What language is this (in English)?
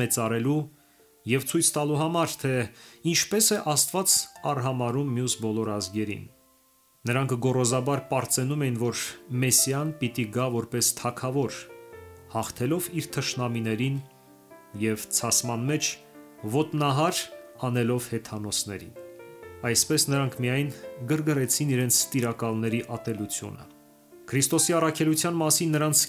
Armenian